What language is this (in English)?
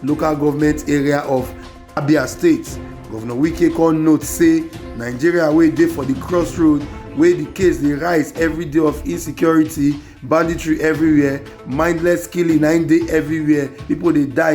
Nigerian Pidgin